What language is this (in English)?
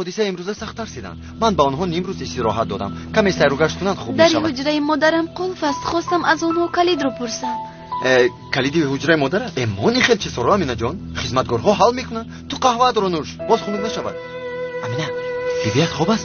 Tajik